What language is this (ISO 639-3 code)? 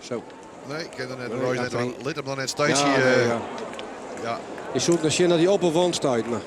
fry